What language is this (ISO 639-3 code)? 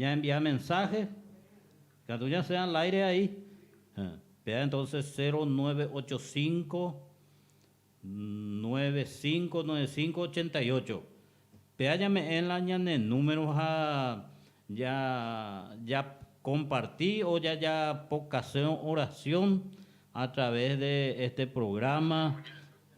grn